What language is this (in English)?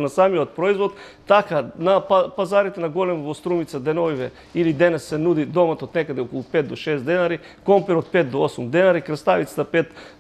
Macedonian